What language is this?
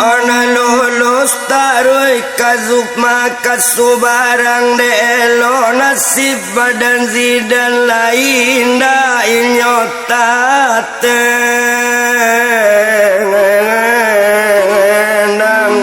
Minangkabau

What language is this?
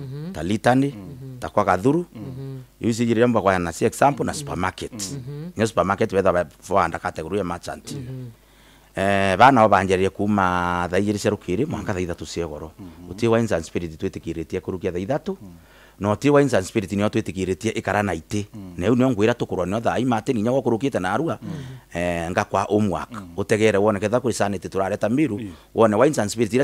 Meru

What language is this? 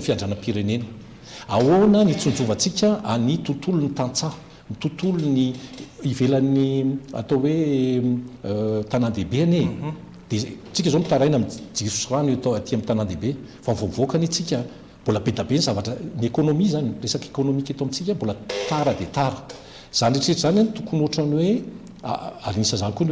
Malagasy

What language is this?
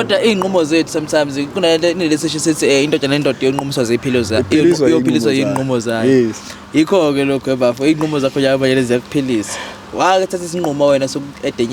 Zulu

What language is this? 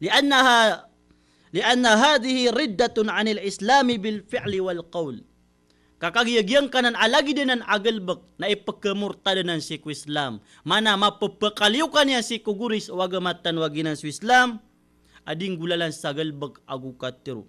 Maranao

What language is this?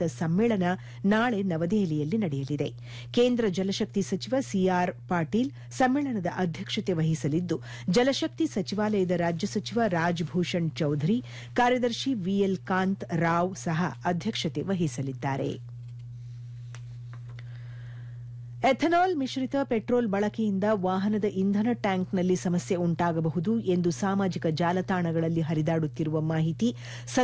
Kannada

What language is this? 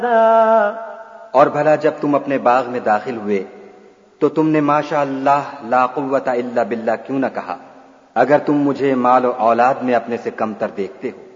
Urdu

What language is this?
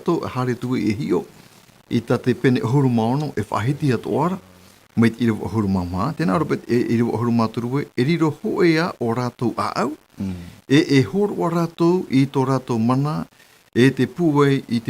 Tahitian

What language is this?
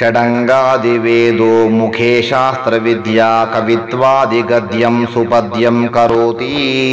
Sanskrit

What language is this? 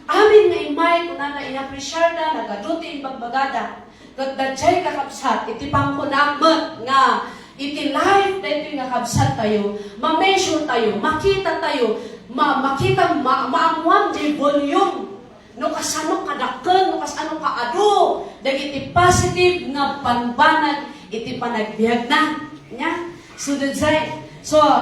Iloko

